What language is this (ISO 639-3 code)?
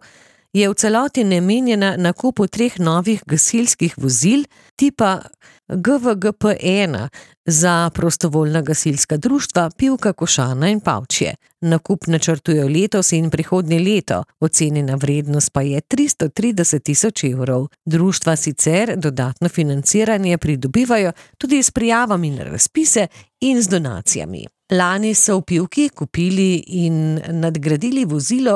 slv